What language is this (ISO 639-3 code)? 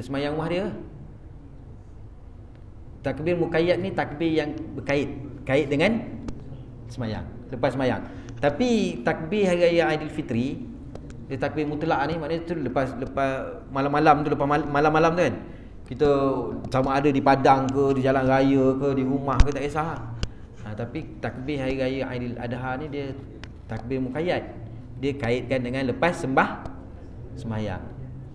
msa